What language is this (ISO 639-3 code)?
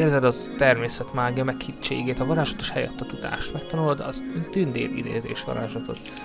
hun